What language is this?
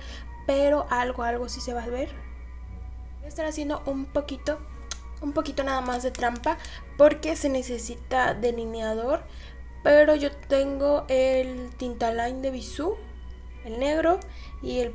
Spanish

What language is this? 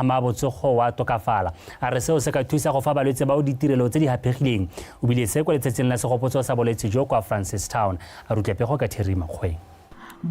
Tswana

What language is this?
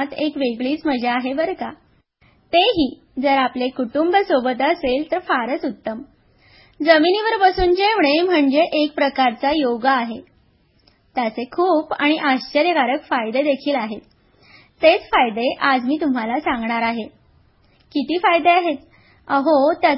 Marathi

